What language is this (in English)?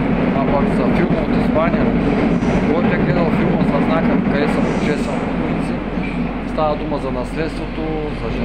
Bulgarian